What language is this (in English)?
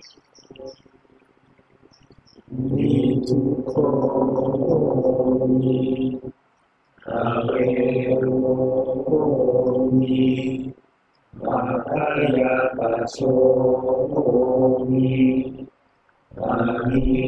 Thai